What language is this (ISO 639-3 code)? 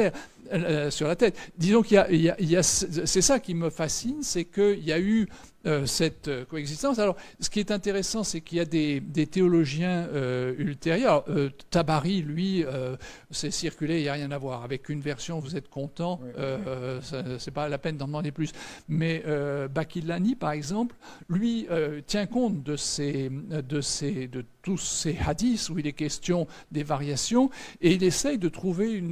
fra